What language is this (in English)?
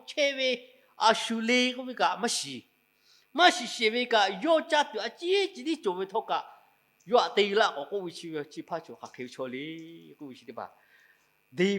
Lahu